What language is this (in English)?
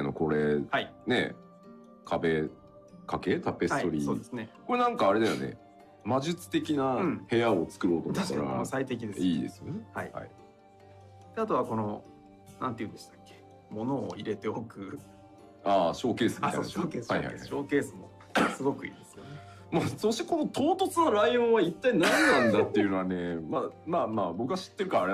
Japanese